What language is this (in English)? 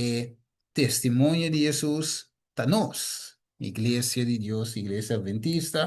Papiamento